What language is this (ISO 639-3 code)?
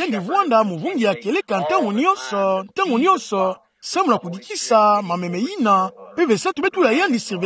ktu